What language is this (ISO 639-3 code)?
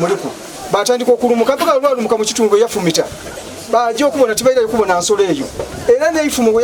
xog